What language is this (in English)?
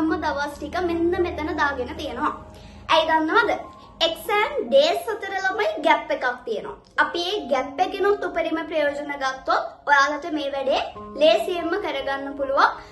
Sinhala